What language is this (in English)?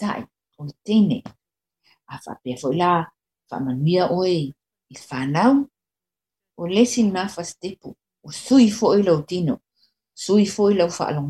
Samoan